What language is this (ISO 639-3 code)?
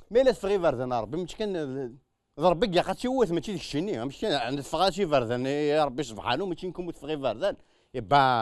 kab